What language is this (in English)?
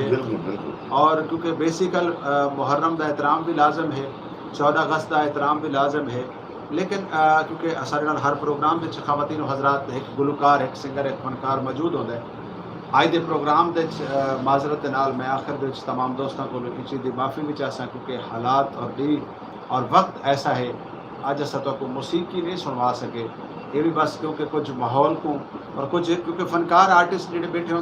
Saraiki